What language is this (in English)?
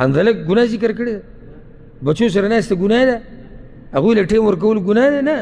Pashto